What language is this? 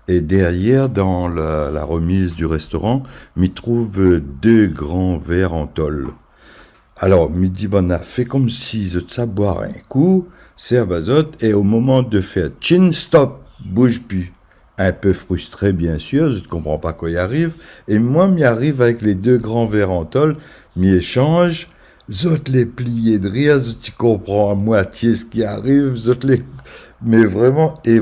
Réunion Creole French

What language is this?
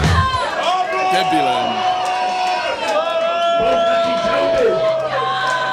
Czech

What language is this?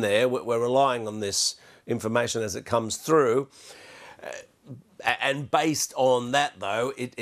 English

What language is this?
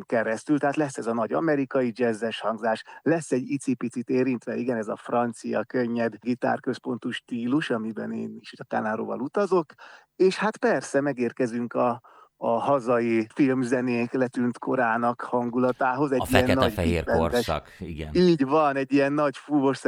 Hungarian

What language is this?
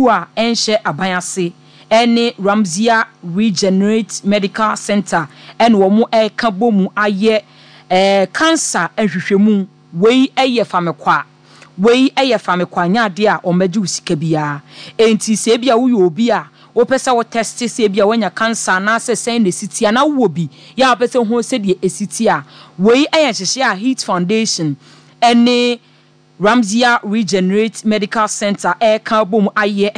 Akan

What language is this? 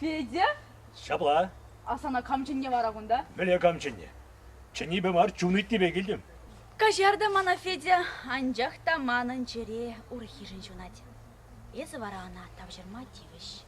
Chuvash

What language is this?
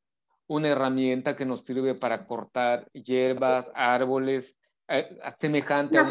Spanish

